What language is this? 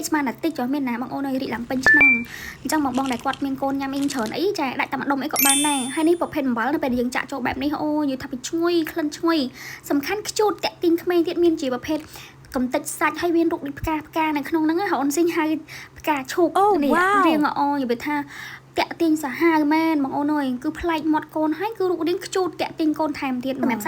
Khmer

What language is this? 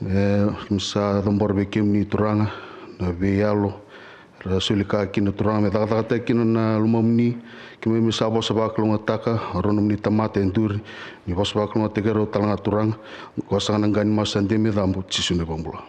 Fijian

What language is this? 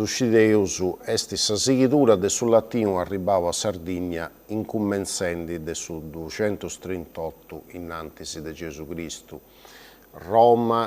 Sardinian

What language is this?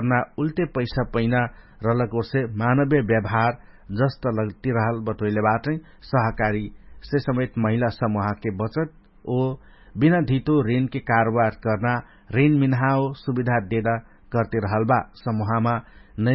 Dangaura Tharu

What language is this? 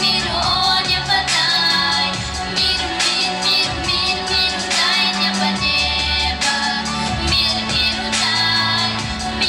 Yakut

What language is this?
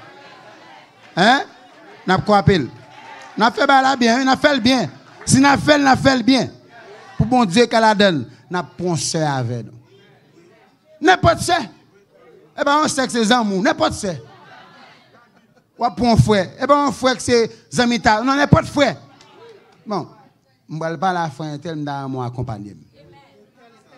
Haitian Creole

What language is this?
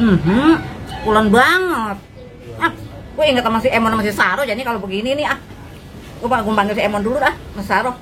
Betawi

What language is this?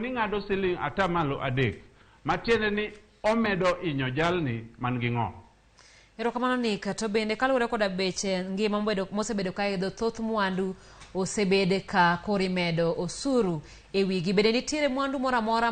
Luo (Kenya and Tanzania)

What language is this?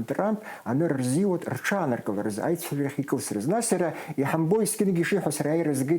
Abkhazian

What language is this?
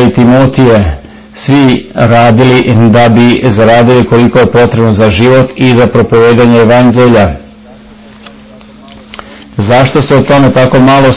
Serbian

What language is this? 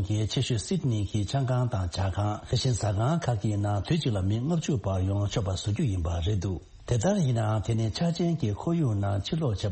Tibetan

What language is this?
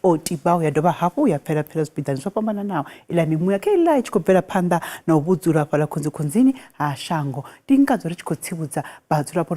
Venda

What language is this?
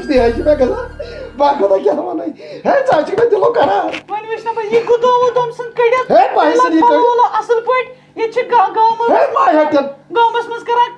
Kashmiri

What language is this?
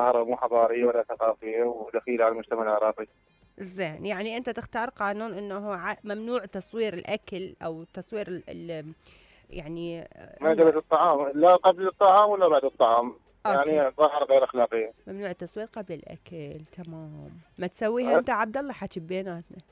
Mesopotamian Arabic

